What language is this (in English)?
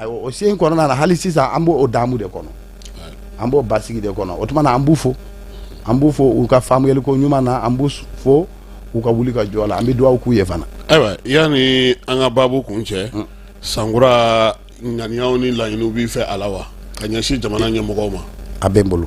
Bambara